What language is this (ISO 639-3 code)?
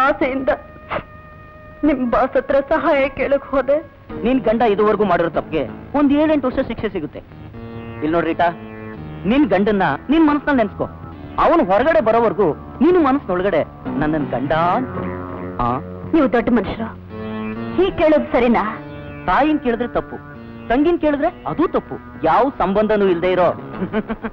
kan